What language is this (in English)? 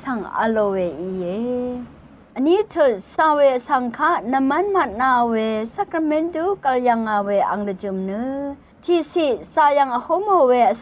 Rawang